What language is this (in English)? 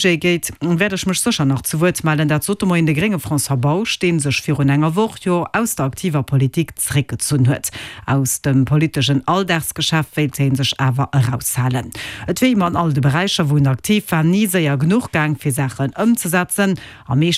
Luxembourgish